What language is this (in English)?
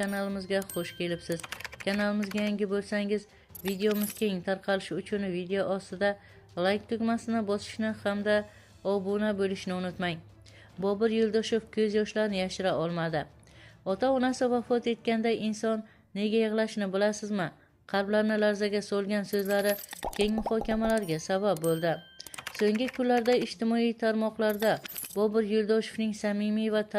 Uzbek